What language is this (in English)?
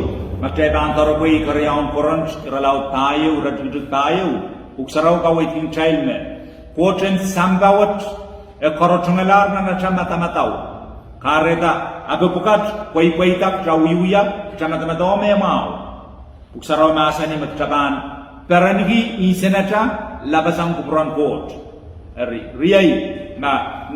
Pohnpeian